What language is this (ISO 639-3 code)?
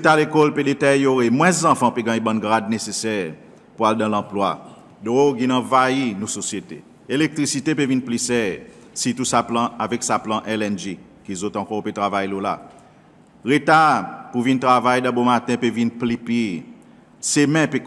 crs